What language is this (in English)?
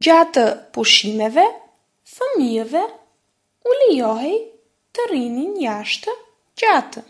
Albanian